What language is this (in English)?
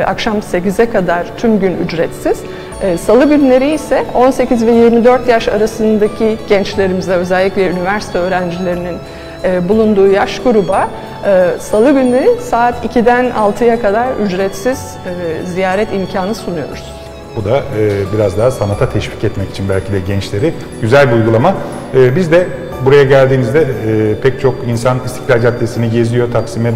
Turkish